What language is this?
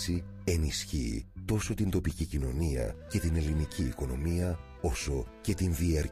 Greek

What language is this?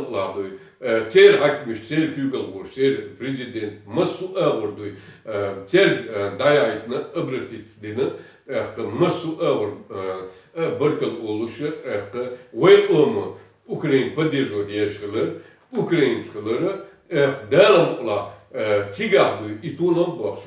Chechen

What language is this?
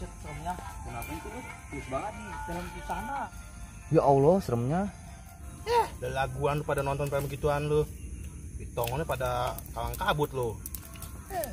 Betawi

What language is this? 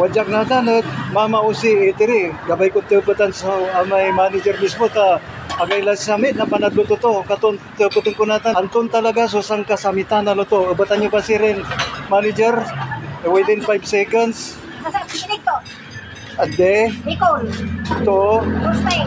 Pangasinan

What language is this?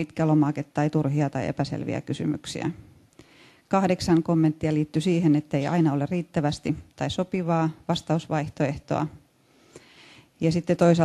Finnish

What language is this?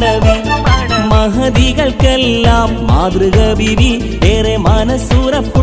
Malayalam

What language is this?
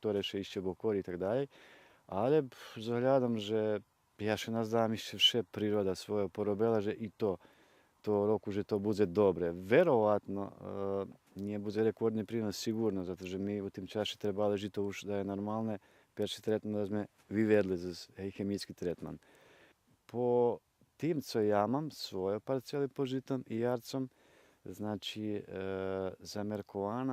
Rusyn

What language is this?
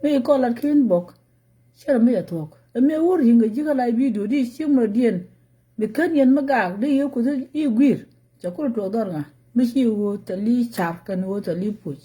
Nuer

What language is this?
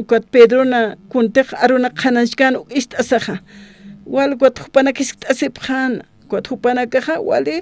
Aymara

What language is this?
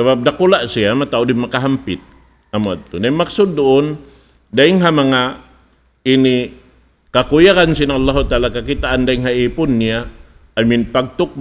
Tausug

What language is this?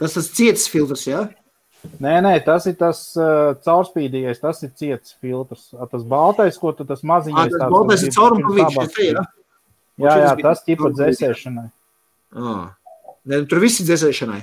Latvian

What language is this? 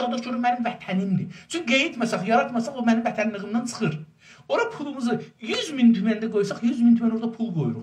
South Azerbaijani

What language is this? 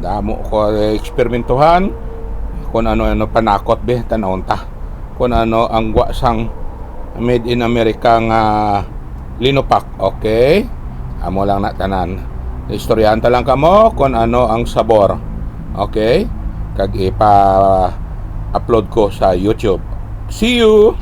Hiligaynon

